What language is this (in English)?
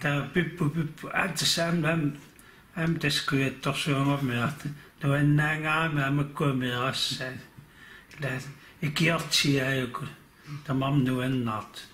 Kalaallisut